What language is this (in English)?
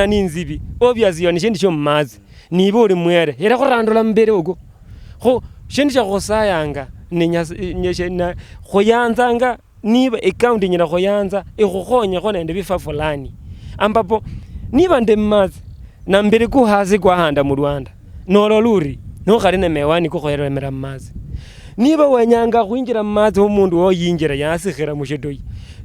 Luyia